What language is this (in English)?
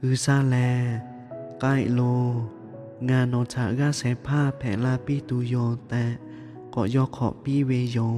Lahu